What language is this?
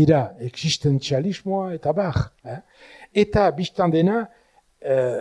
Basque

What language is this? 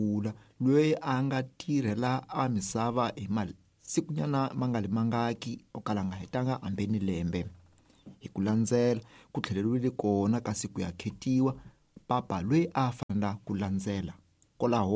Tsonga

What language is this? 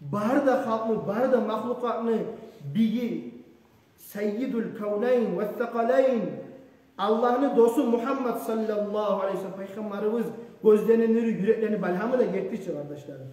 Kumyk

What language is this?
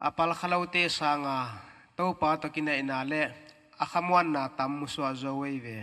Paite Chin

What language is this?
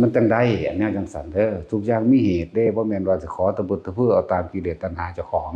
Northeastern Thai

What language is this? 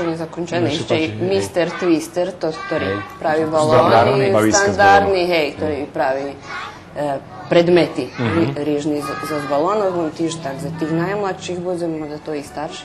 Rusyn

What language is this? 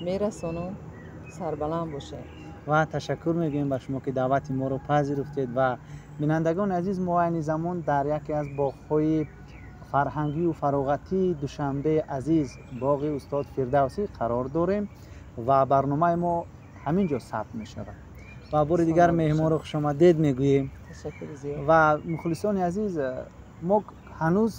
Tajik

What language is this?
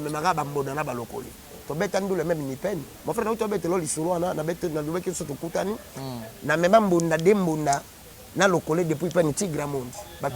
Lingala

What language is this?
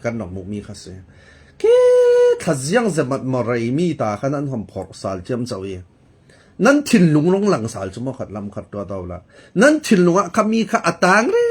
Falam Chin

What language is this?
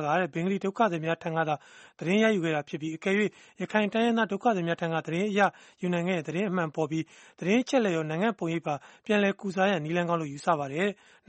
Burmese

